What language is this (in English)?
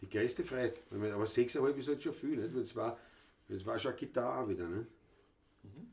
Bavarian